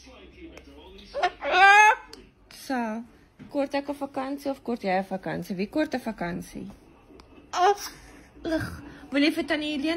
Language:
Afrikaans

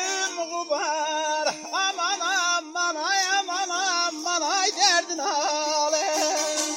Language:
Turkish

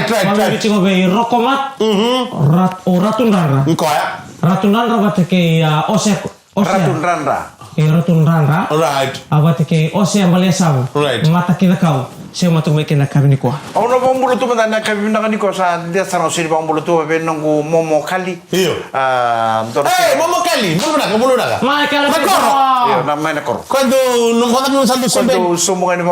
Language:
Fijian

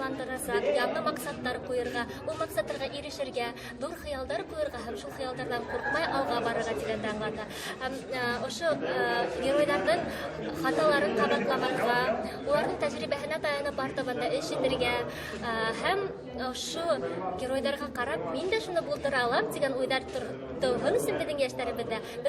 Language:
Bashkir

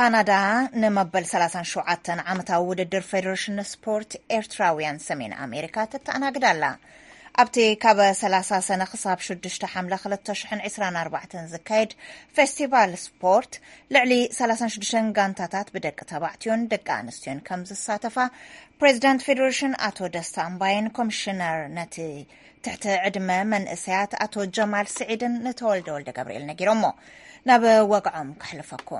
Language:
Tigrinya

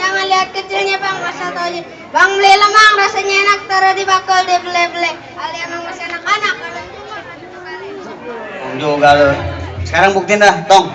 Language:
Betawi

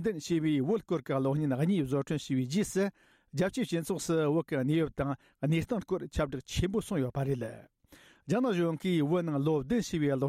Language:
Tibetan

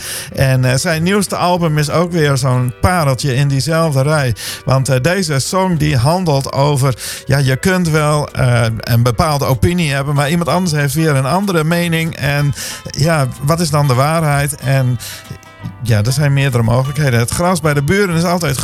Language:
Dutch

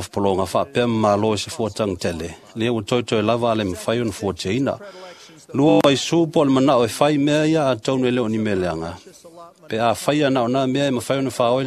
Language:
Samoan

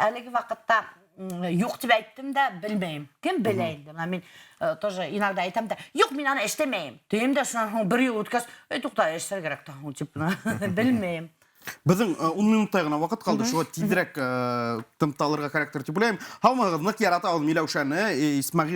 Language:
Bashkir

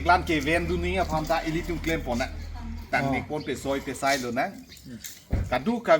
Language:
Karbi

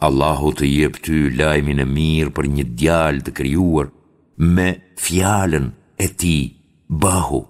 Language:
Albanian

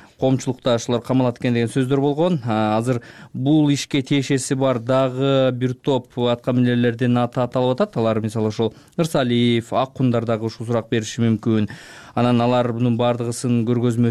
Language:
Kyrgyz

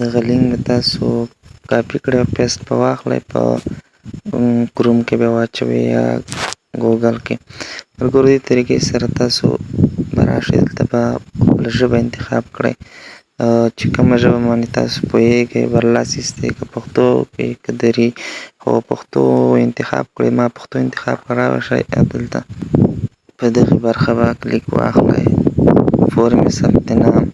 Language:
Pashto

